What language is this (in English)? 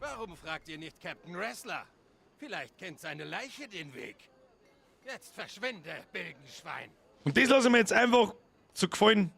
Bavarian